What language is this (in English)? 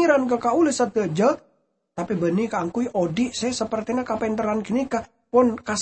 Madurese